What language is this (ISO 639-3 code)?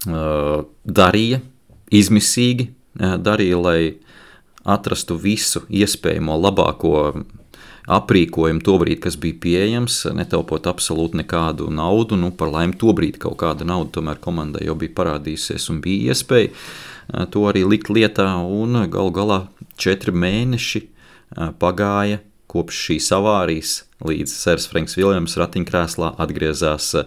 lav